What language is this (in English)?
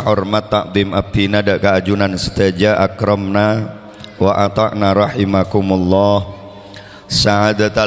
Madurese